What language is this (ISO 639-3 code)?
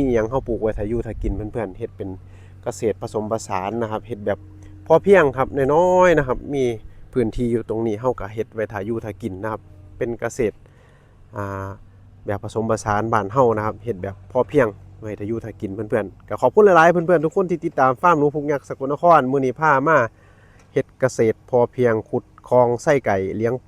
lao